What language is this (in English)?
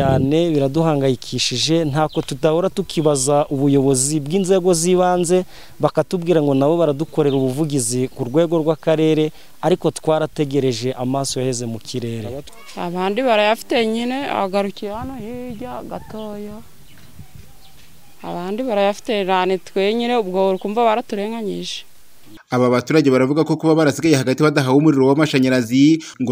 Kinyarwanda